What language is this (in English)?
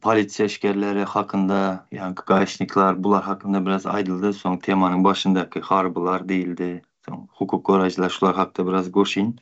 Turkmen